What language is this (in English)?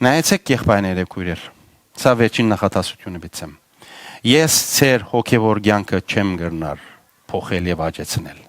Western Armenian